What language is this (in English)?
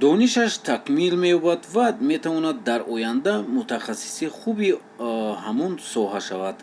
Tajik